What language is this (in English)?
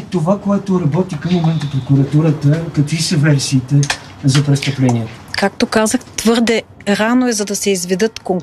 Bulgarian